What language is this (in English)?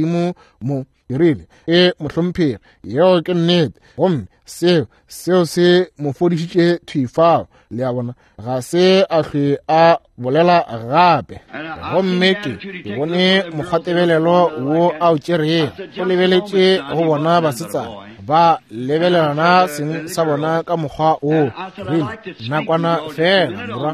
Northern Sotho